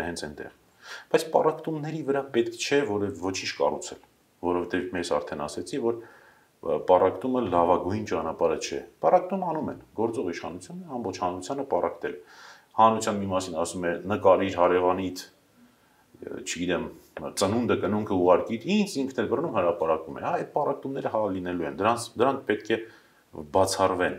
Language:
Armenian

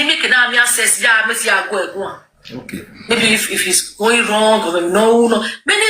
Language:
Nigerian Pidgin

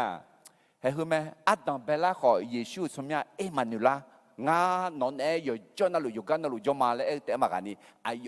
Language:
Akha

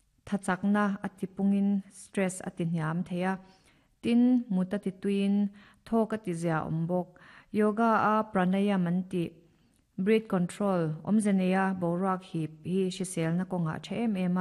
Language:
Mizo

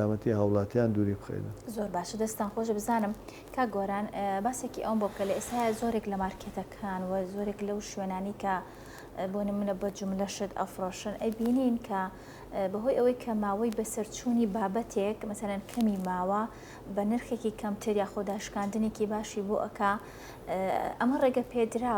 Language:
Central Kurdish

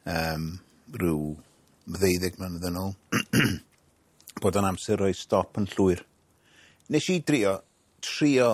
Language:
Welsh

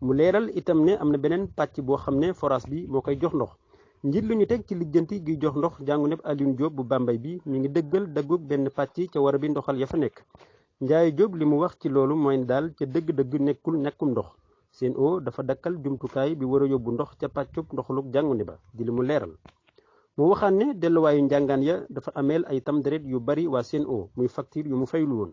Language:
Wolof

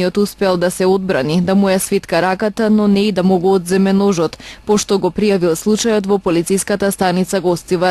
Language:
Macedonian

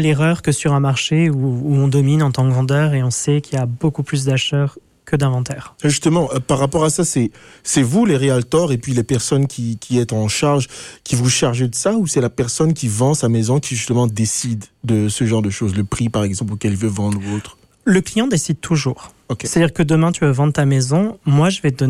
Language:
French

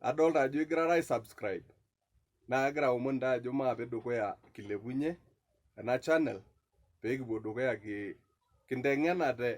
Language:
Masai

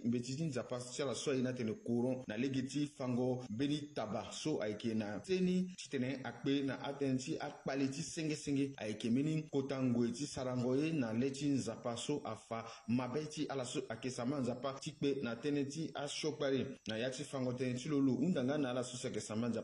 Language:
Sango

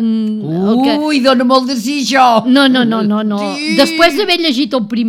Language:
Catalan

